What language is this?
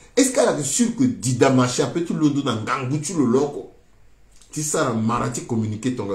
Sango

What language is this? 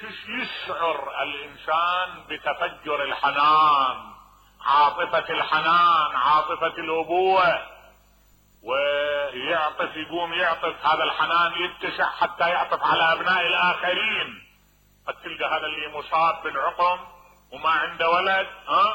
Mesopotamian Arabic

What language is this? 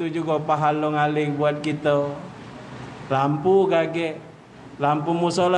Musi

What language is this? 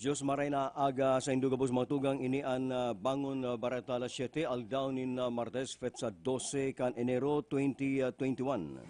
Bikol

